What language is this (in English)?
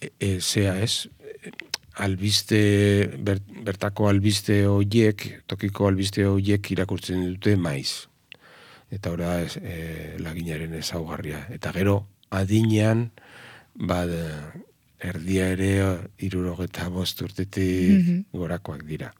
Basque